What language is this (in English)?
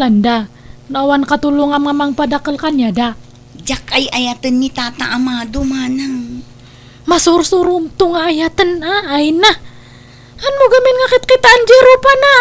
Iloko